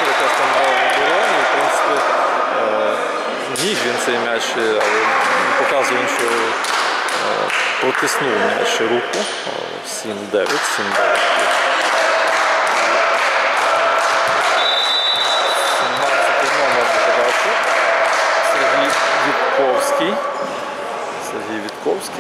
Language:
Ukrainian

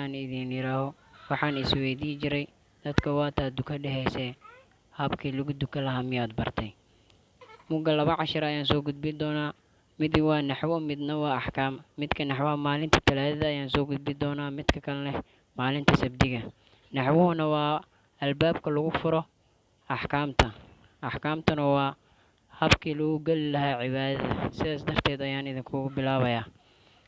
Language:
Somali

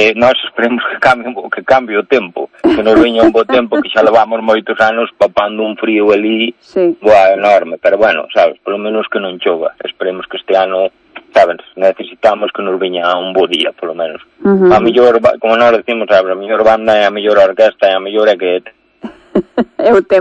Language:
Galician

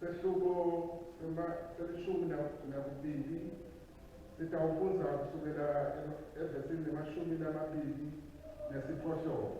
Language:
Swati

